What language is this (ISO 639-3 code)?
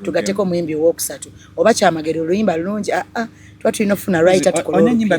lug